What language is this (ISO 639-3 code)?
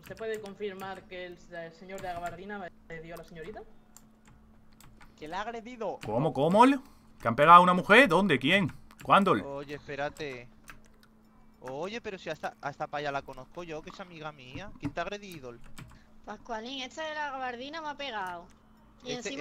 spa